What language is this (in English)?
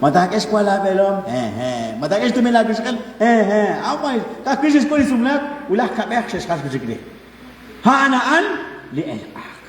Kekchí